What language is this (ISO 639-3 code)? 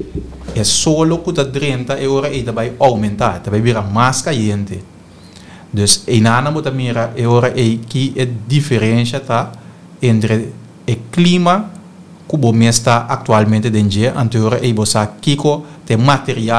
pap